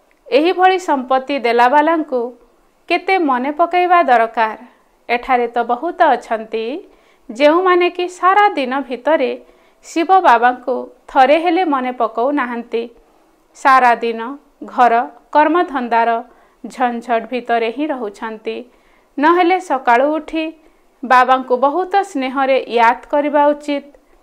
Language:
Odia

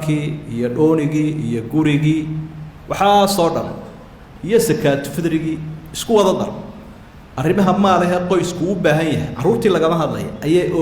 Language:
Somali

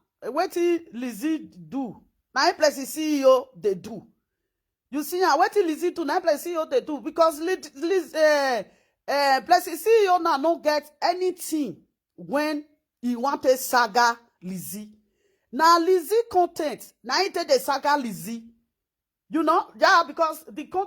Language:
Nigerian Pidgin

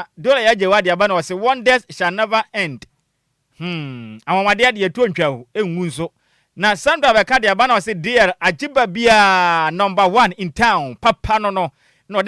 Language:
Akan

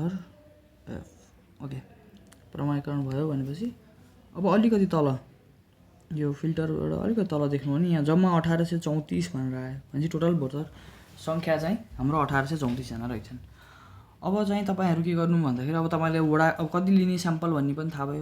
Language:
Nepali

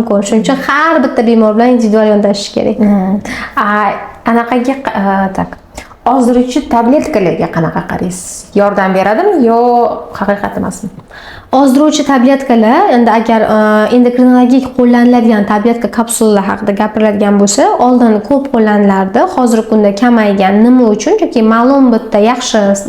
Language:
Uzbek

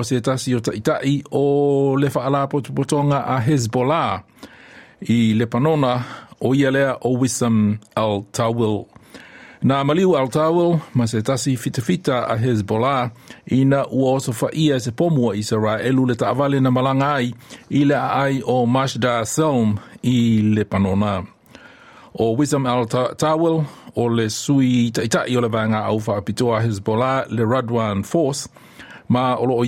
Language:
Samoan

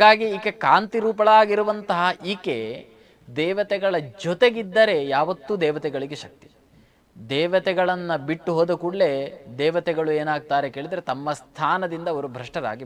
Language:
Kannada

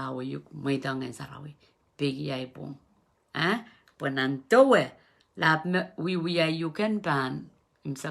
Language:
Pohnpeian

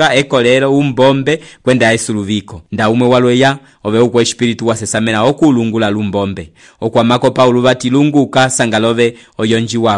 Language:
Umbundu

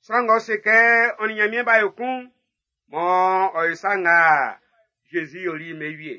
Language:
Baoulé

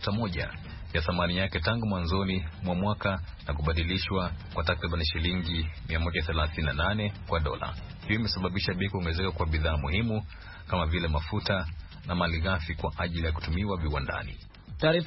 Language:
Swahili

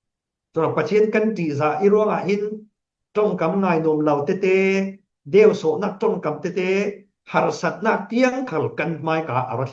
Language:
Falam Chin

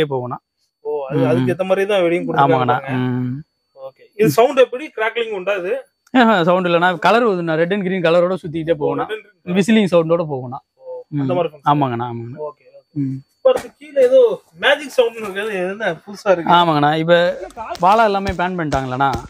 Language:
Tamil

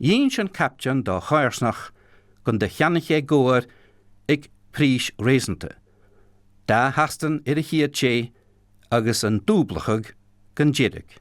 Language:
Scottish Gaelic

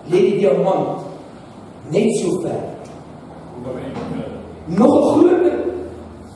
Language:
Afrikaans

